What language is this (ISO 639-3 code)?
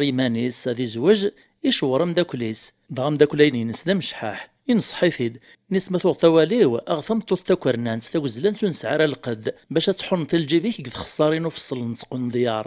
kab